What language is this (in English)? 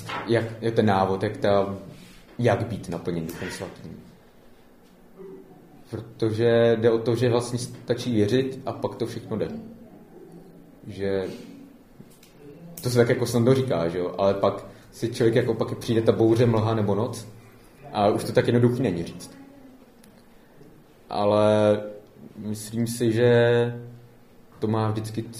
Czech